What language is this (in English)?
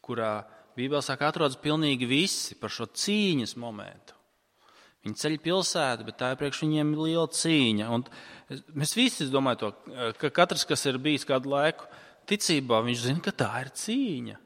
Latvian